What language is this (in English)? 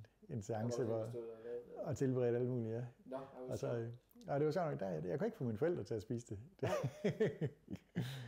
Danish